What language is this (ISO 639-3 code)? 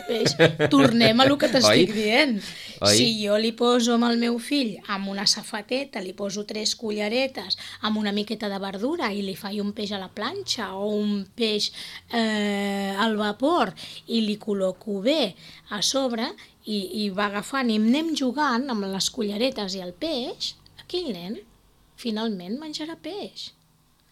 cat